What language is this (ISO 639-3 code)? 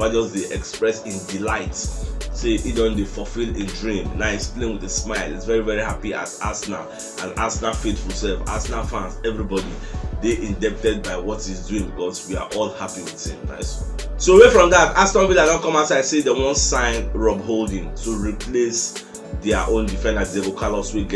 pcm